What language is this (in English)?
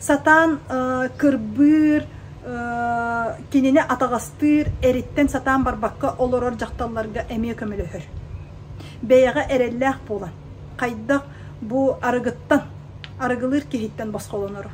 Yakut